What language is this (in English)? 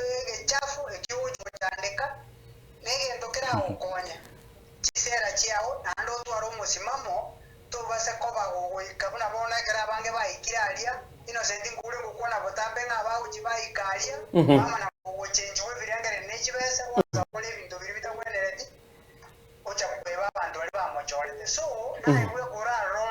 Gusii